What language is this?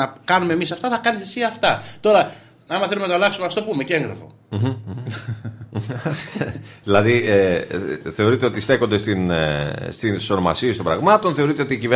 Greek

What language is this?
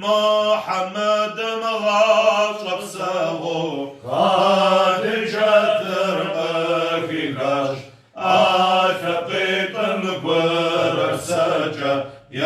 Kabardian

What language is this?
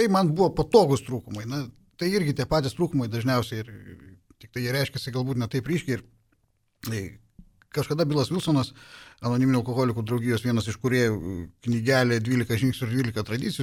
Lithuanian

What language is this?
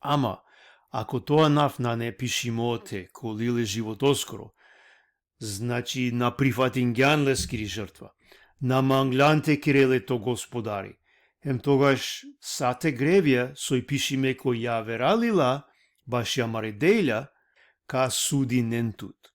Balkan Romani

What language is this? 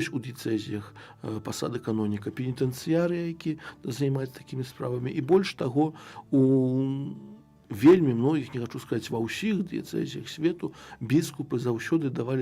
Belarusian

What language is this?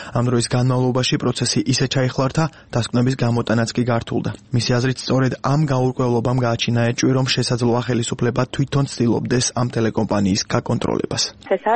Georgian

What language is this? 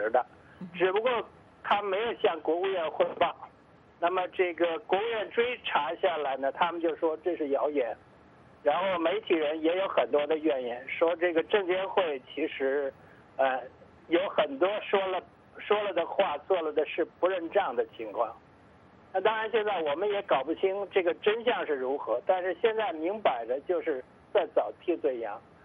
Chinese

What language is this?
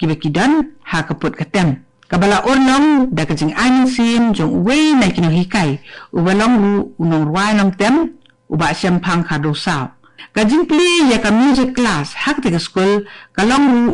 Khasi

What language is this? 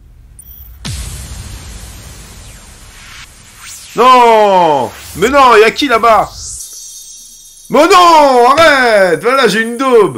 French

